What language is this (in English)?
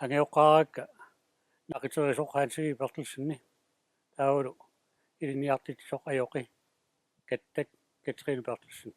Kalaallisut